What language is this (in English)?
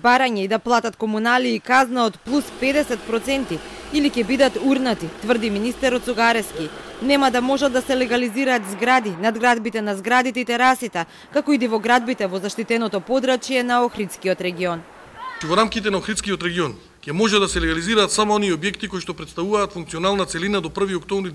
Macedonian